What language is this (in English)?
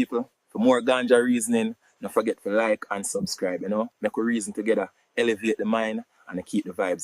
Jamaican Creole English